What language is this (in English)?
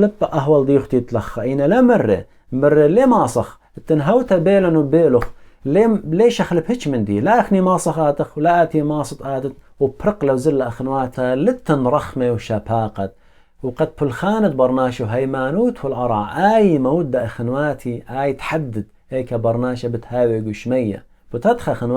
Assyrian Neo-Aramaic